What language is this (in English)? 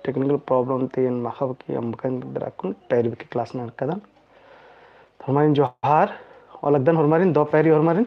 Kurukh